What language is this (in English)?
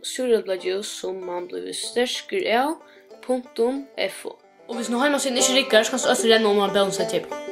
Faroese